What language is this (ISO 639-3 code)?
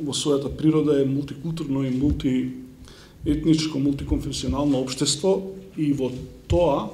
mkd